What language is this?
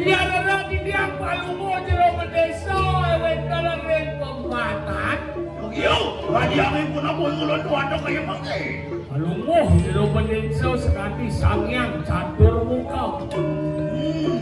Balinese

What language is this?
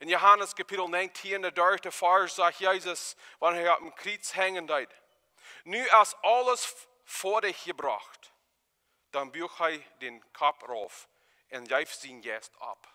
Plautdietsch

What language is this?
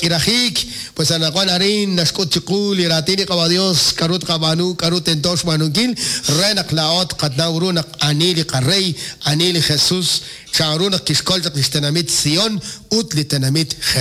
Kekchí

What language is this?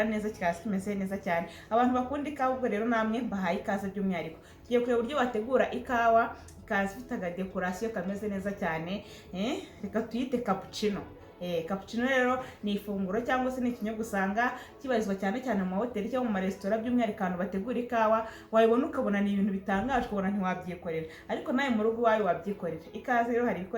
Kinyarwanda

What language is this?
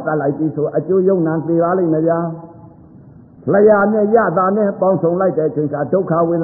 Burmese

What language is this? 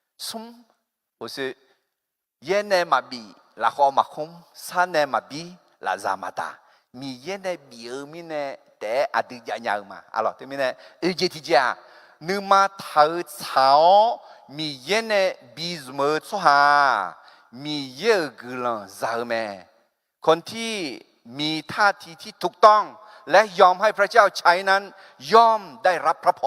Akha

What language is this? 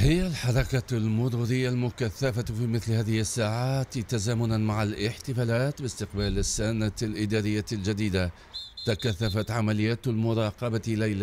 Tunisian Arabic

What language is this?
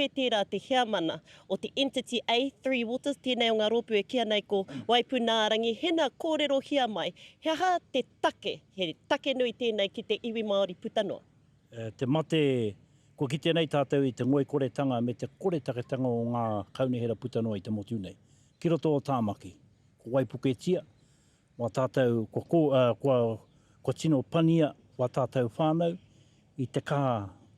Māori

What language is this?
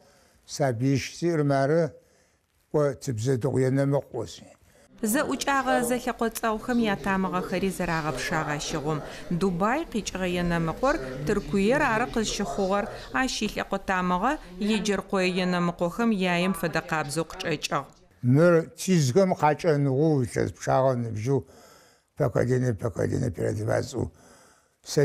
Adyghe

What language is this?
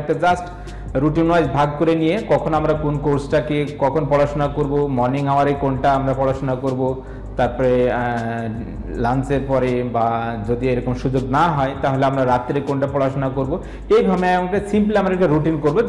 Bangla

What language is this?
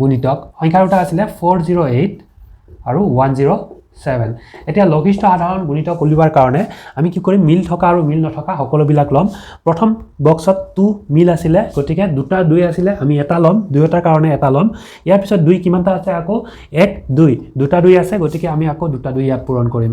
Assamese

